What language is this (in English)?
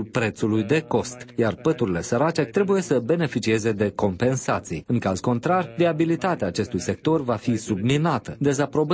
Romanian